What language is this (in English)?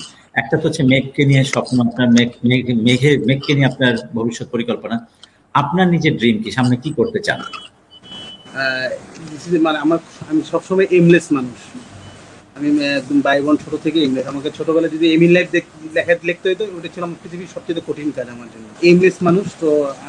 Bangla